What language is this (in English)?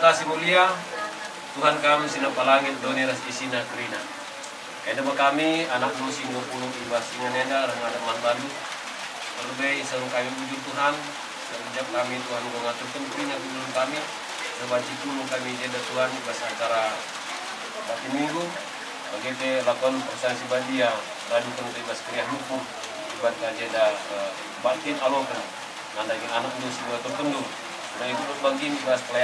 Batak Karo